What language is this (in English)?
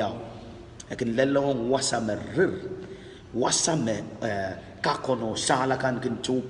Pohnpeian